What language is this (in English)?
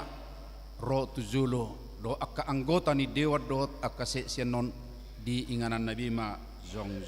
Batak Toba